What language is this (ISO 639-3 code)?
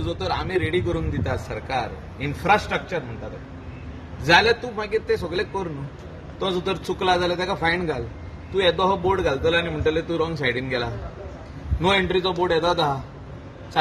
kok